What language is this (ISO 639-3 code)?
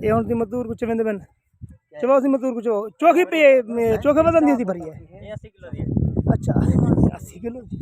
skr